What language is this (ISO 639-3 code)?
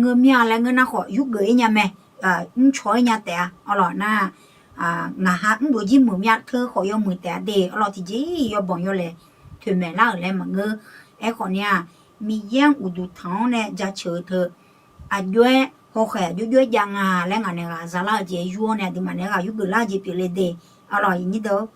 ahk